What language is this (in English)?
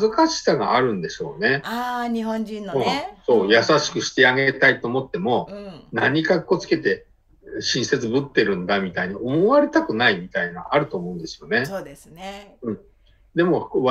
Japanese